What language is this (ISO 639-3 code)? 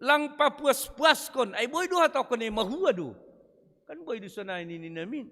bts